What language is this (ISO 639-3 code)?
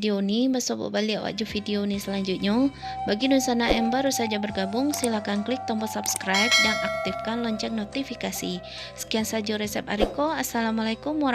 min